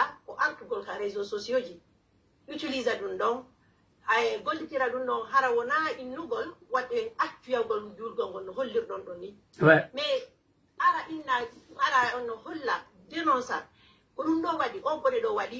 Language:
Pular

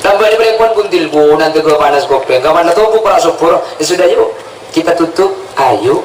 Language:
Madurese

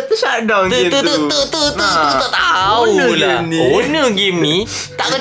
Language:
Malay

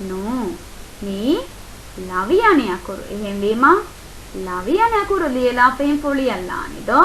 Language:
Divehi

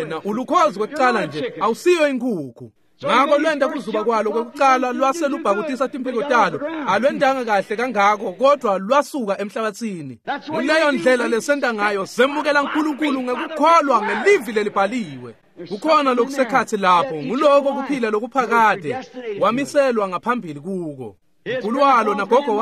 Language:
Swati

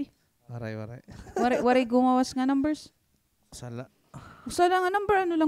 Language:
Waray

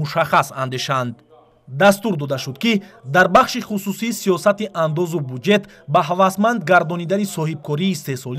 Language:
Tajik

